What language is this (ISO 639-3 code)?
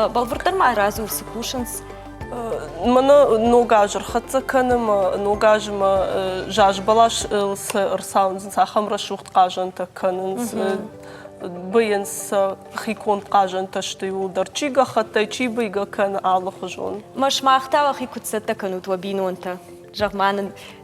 oss